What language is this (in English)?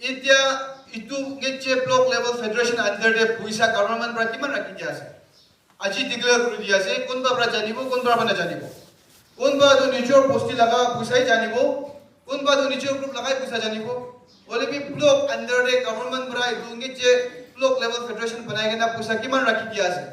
Naga Pidgin